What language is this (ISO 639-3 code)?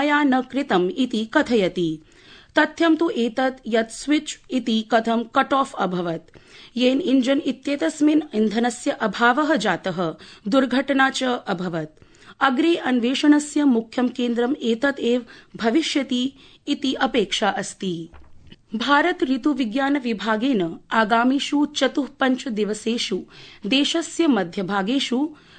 san